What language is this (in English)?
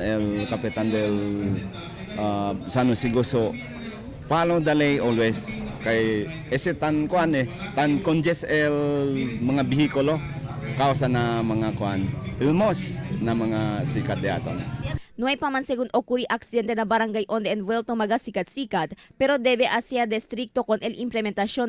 Chavacano